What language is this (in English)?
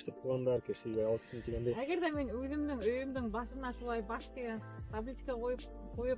Bashkir